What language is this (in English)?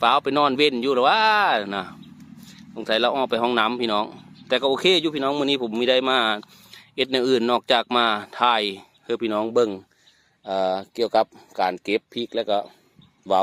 Northeastern Thai